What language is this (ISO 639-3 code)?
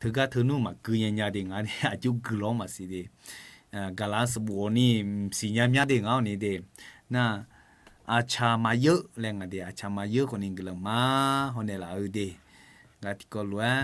ahk